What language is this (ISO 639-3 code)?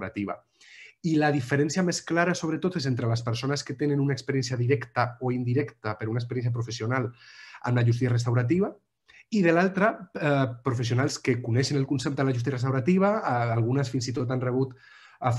cat